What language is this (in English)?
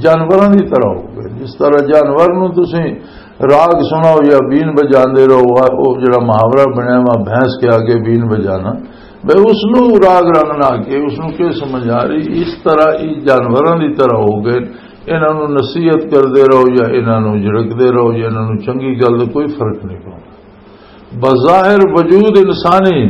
Western Panjabi